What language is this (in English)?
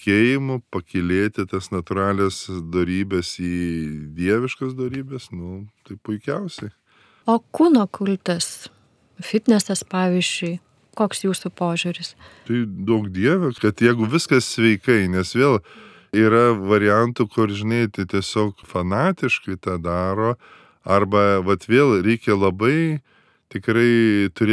Lithuanian